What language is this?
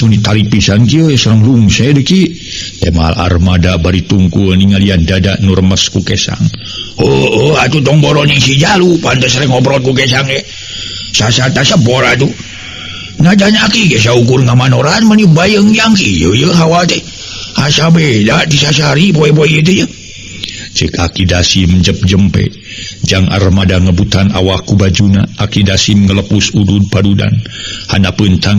Sundanese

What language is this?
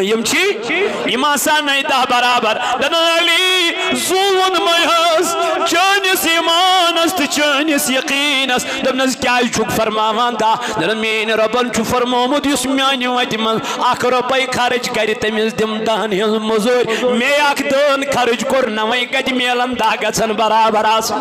Kashmiri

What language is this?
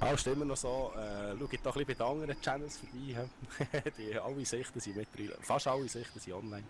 Swiss German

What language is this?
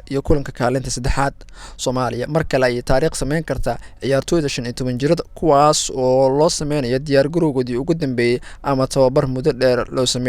Somali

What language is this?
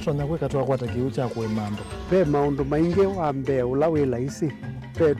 Kamba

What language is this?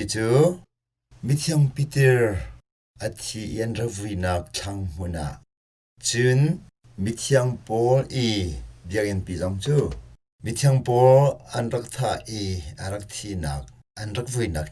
Hakha Chin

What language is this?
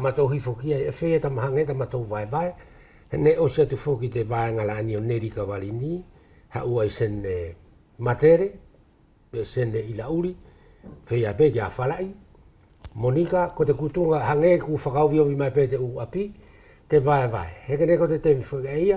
Wallisian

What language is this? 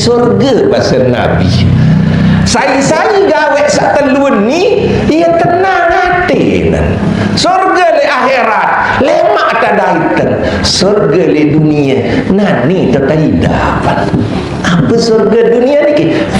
Sasak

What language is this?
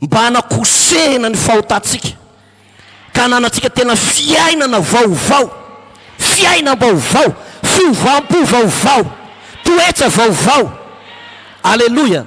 Malagasy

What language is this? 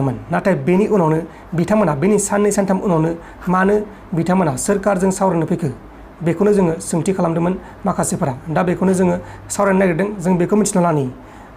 Bodo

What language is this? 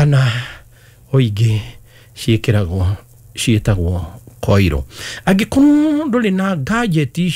Kikuyu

